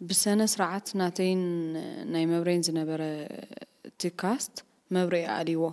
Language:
Tigrinya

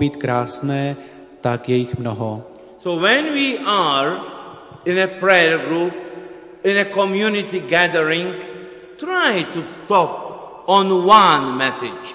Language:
Czech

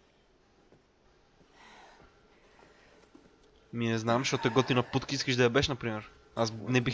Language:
Bulgarian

